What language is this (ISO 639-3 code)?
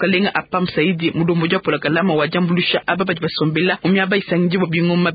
lua